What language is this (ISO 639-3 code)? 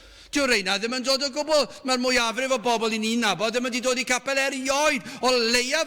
cym